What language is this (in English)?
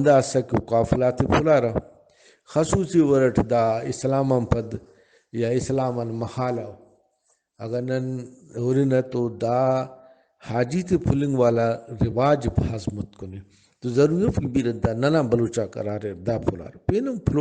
Brahui